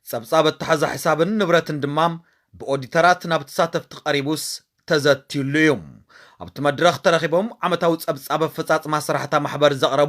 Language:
Tigrinya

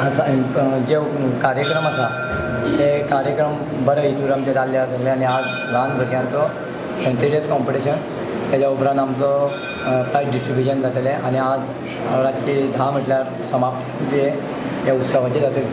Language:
Konkani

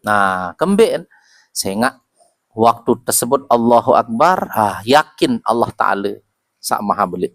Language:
Sasak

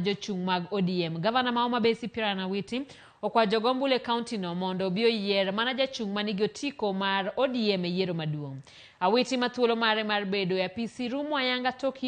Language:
Luo (Kenya and Tanzania)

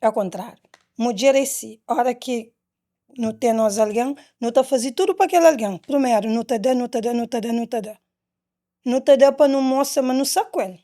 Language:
Kabuverdianu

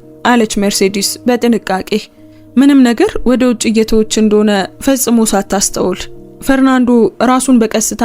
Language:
Amharic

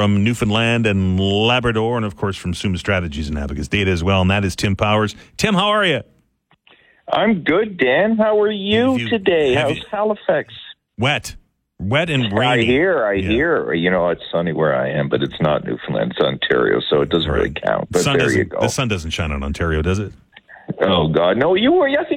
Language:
English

